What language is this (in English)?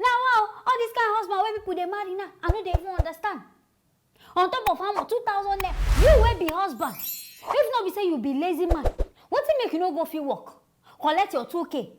Nigerian Pidgin